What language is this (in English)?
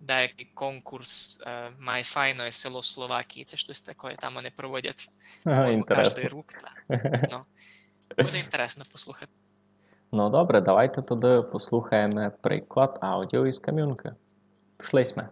Rusyn